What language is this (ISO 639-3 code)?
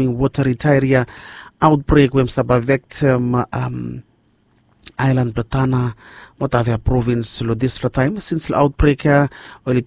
bis